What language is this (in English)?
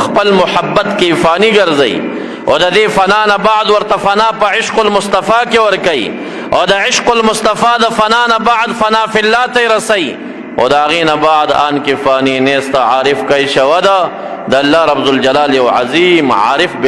Pashto